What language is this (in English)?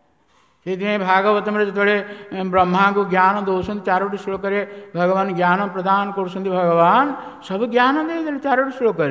Odia